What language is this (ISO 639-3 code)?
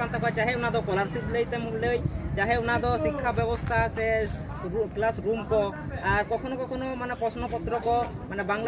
sat